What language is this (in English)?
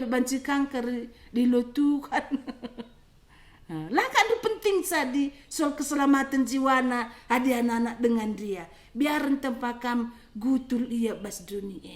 Batak Karo